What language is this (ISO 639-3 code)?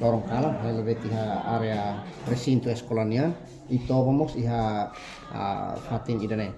tet